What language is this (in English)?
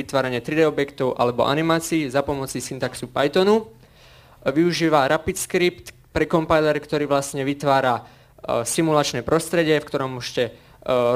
Slovak